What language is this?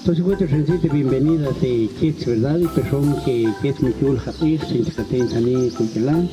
Tektiteko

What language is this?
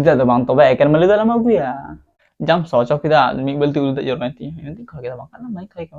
Santali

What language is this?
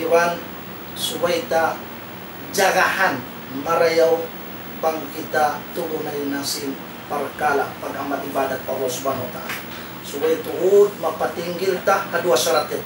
Tausug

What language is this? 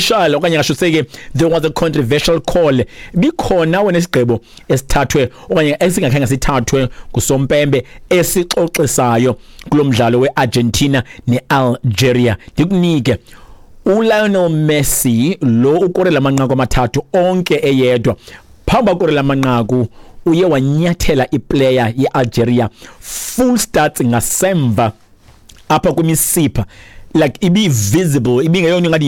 Xhosa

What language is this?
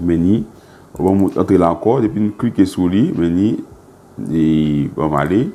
Haitian Creole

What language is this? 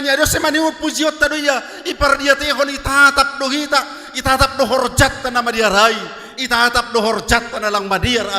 Batak Simalungun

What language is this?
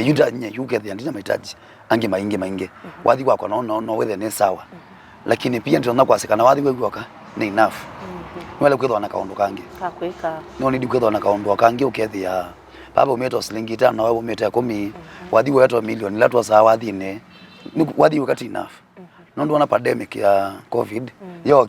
Kamba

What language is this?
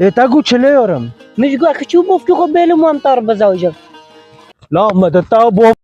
Kurdish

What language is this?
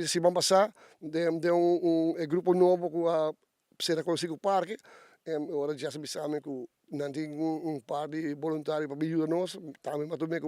Papiamento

